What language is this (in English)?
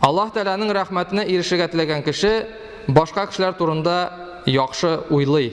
Tatar